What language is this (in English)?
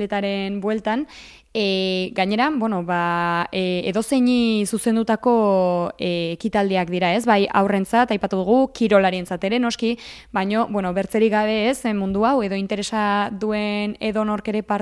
Basque